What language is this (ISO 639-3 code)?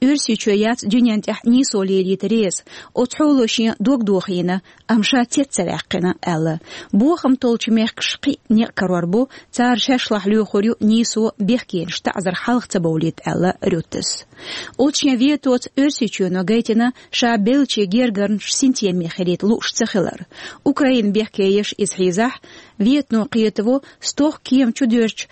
che